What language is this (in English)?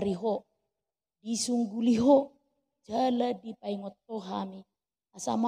Batak Toba